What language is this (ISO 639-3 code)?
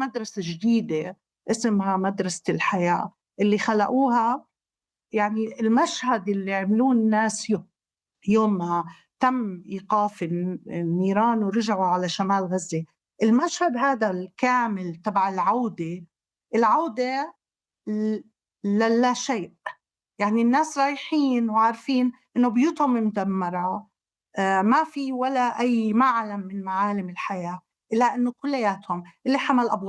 apc